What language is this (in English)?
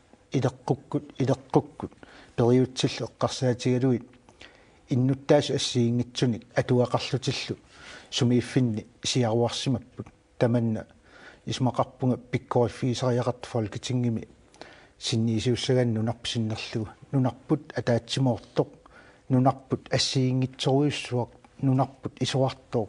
Kalaallisut